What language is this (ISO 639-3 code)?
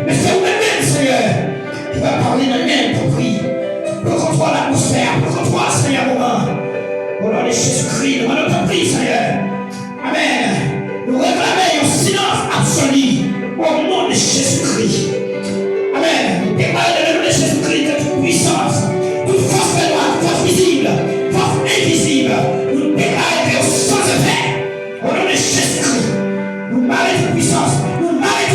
hat